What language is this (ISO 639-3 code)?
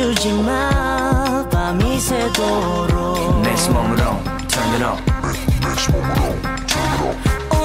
kor